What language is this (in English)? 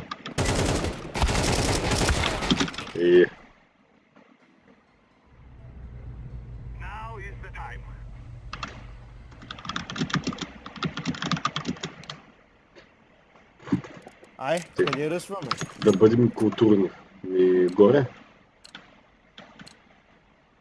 Bulgarian